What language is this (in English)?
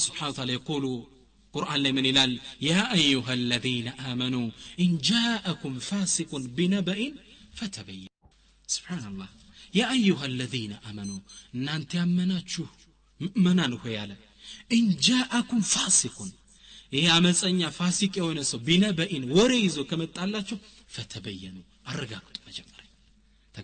Amharic